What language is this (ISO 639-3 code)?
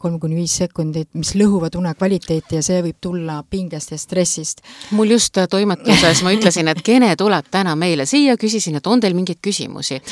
est